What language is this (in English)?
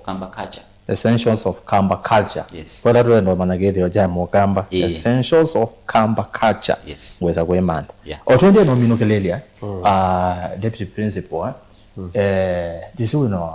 Kamba